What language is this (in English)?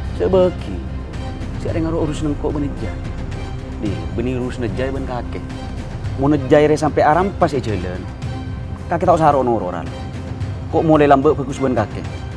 Madurese